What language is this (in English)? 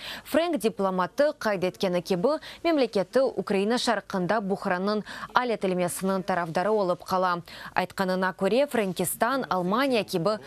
Crimean Tatar